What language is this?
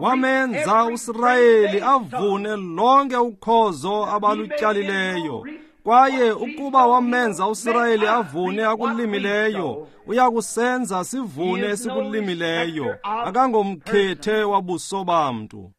Xhosa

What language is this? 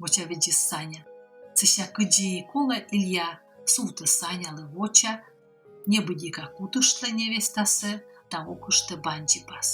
Komi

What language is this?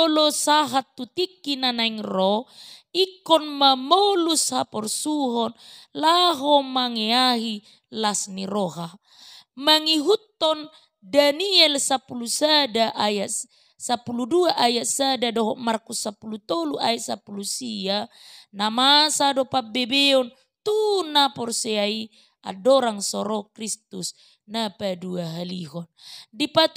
Batak Toba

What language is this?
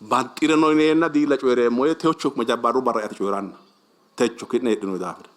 Sidamo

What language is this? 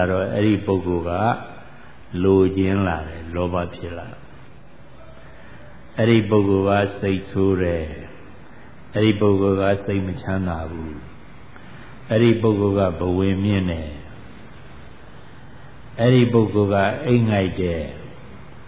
Burmese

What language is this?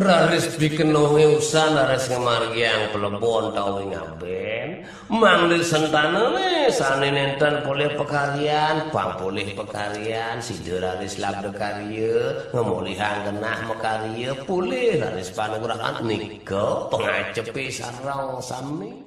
Balinese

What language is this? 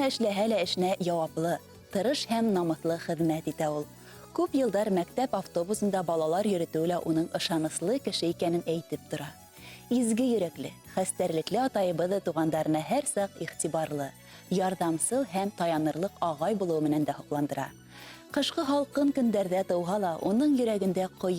Bashkir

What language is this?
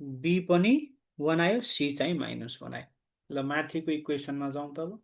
Nepali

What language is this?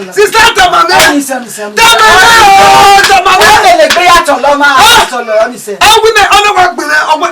Bini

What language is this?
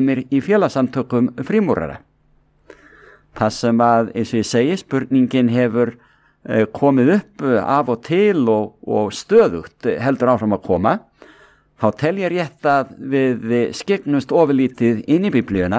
Icelandic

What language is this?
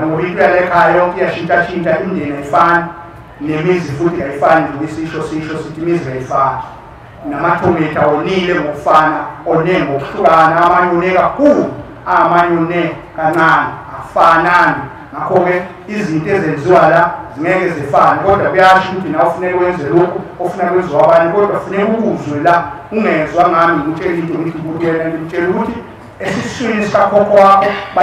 Zulu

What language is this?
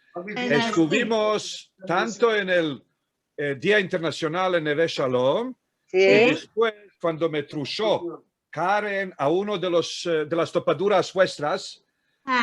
Ladino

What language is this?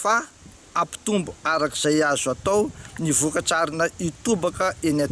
Malagasy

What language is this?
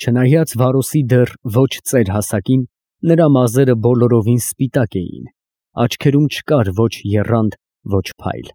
Armenian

